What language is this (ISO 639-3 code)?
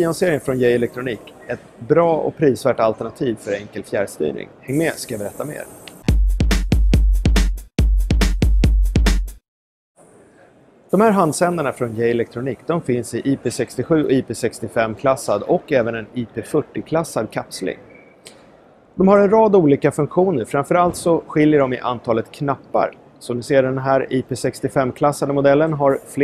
swe